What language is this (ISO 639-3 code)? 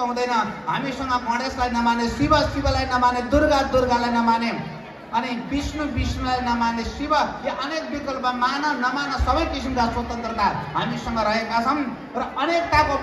nep